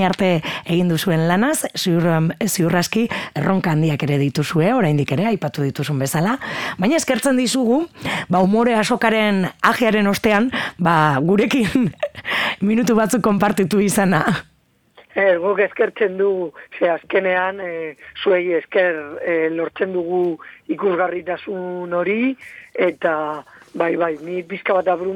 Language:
Basque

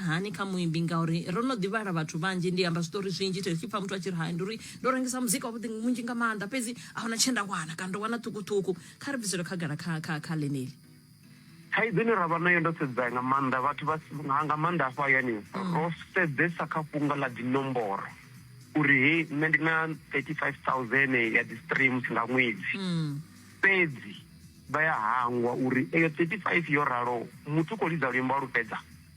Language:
Venda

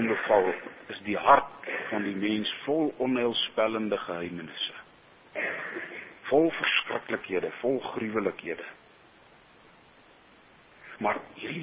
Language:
Afrikaans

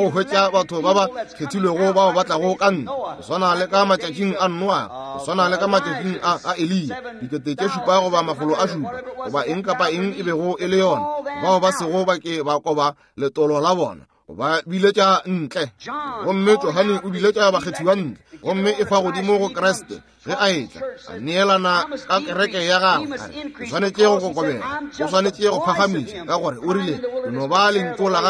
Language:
Northern Sotho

